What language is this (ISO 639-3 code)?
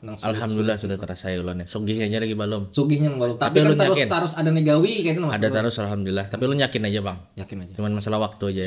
bjn